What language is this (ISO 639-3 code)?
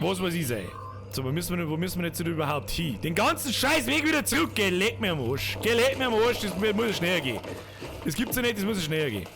bar